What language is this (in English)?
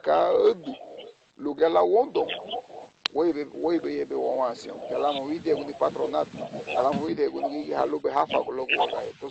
Garifuna